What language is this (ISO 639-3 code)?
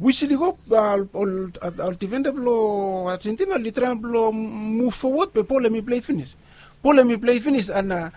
bis